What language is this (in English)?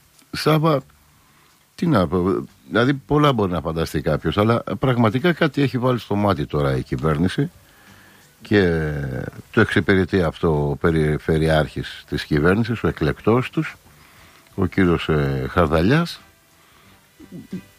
Greek